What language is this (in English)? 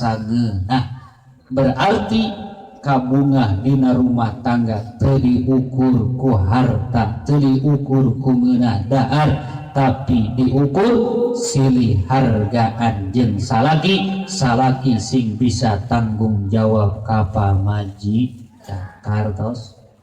Sundanese